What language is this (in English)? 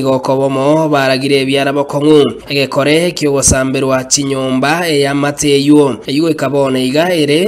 Gusii